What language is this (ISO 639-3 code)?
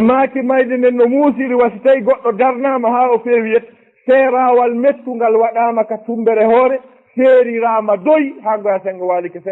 ful